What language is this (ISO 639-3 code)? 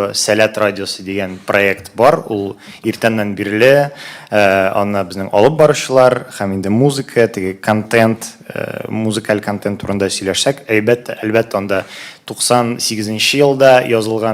tat